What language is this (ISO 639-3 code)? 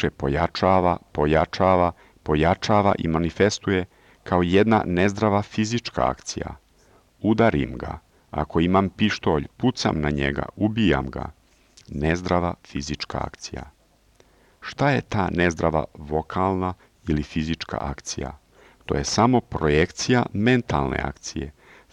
srp